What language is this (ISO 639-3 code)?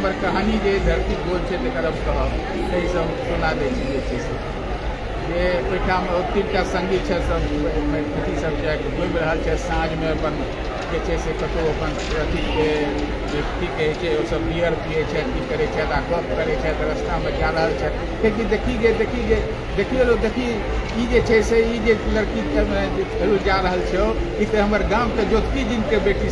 mai